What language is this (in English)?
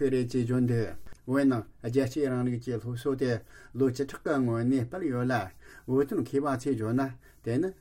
Tibetan